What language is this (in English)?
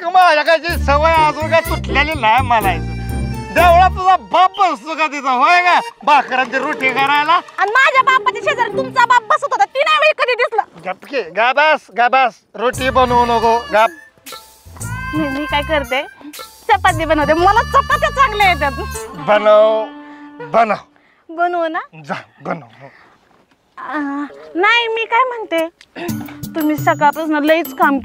Marathi